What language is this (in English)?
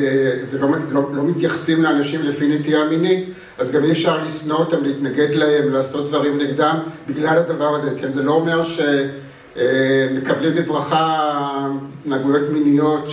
Hebrew